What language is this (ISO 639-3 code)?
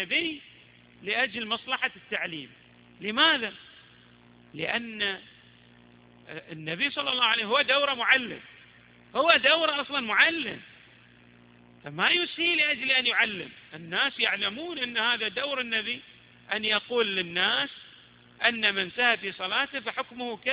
ara